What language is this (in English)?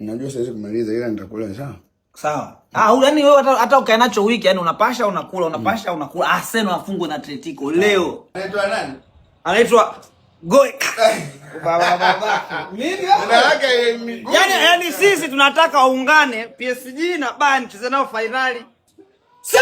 Swahili